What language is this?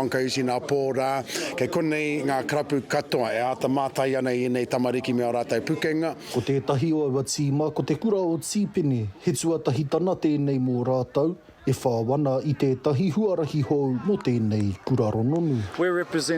Māori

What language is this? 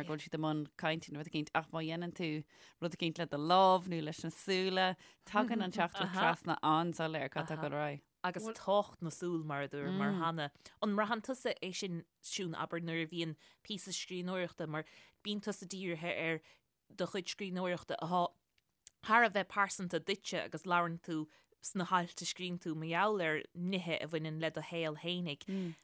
Irish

